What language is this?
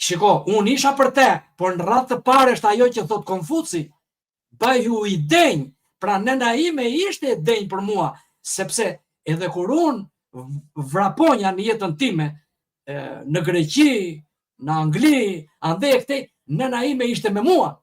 Albanian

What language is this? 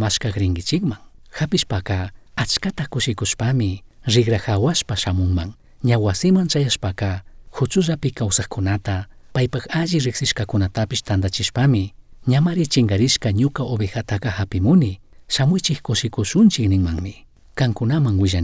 Chimborazo Highland Quichua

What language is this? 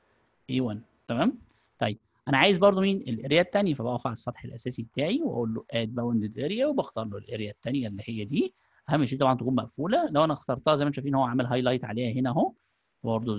Egyptian Arabic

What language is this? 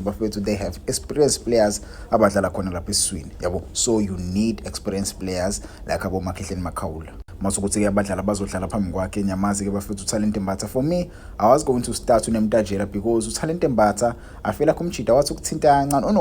Zulu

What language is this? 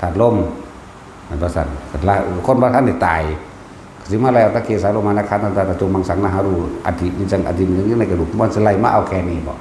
Northeastern Thai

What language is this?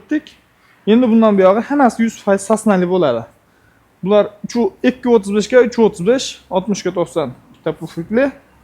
Uzbek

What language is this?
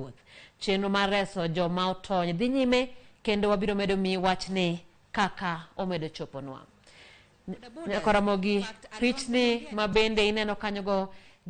Luo (Kenya and Tanzania)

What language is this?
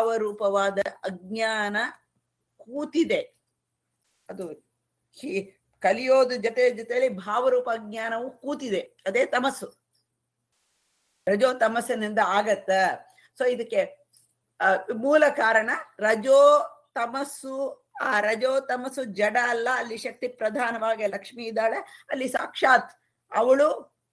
Kannada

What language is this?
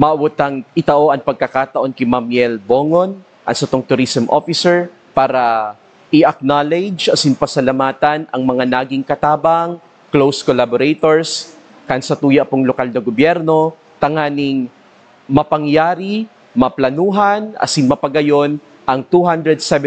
Bikol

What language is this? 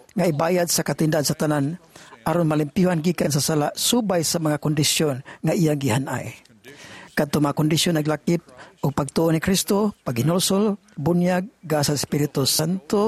Cebuano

